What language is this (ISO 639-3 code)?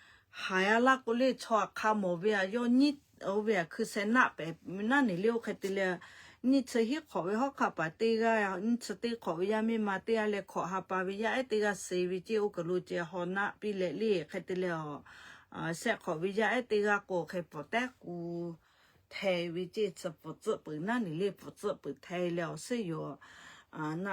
lhu